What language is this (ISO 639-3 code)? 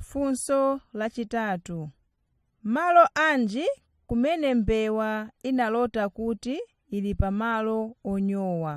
nya